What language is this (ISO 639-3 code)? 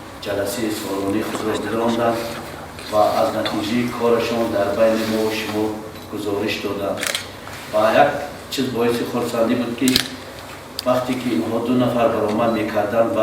tgk